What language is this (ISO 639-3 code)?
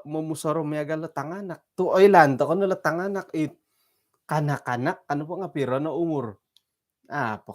dtp